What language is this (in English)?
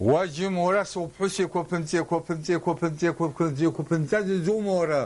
Abkhazian